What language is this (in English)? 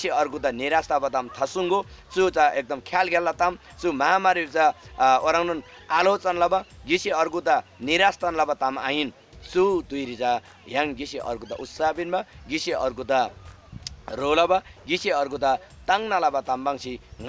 Eastern Tamang